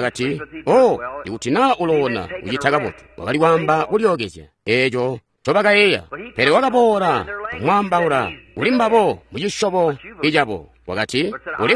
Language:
Tonga (Zambia)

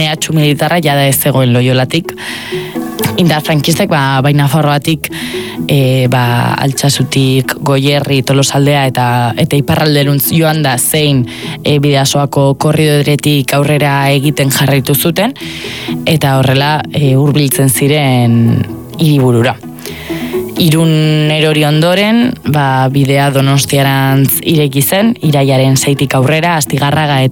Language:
Basque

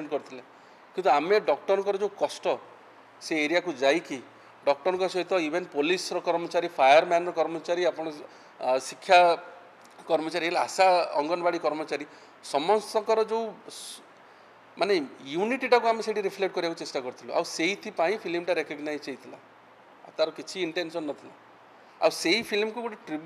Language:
Odia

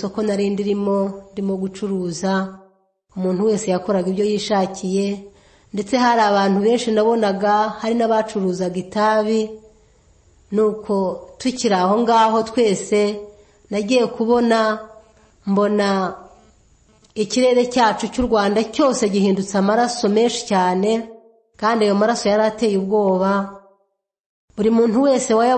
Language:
Kinyarwanda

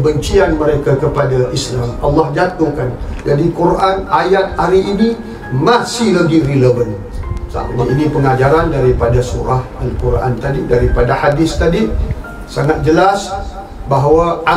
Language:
Malay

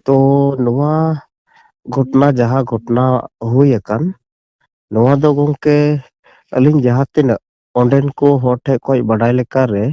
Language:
Santali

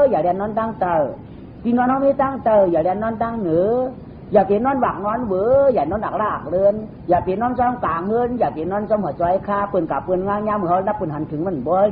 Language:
Shan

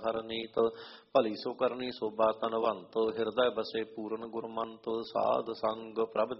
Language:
Punjabi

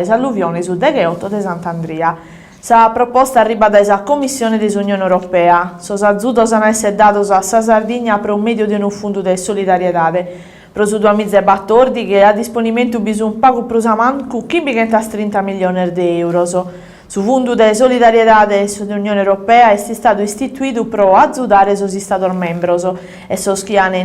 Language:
Sardinian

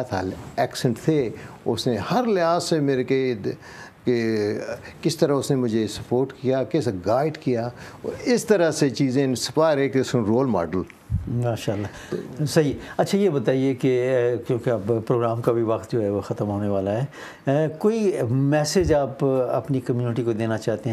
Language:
Urdu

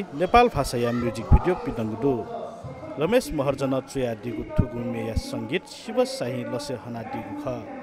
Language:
Newari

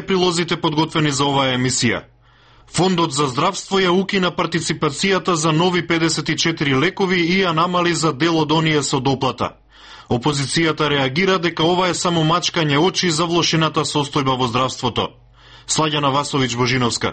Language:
Macedonian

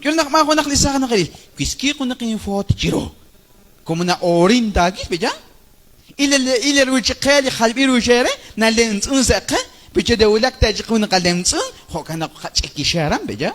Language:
Kekchí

